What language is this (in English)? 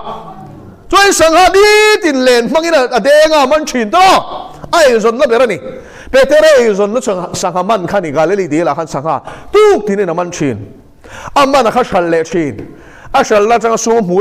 Mizo